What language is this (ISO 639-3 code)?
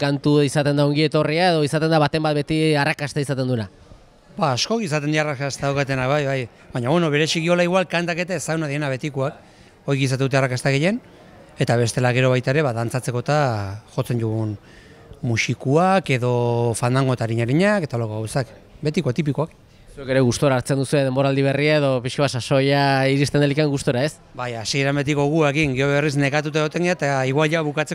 eus